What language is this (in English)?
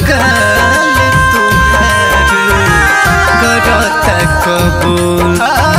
Bhojpuri